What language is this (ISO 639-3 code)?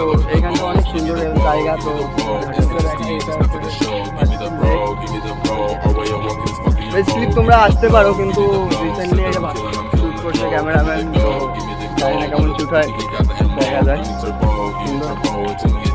ben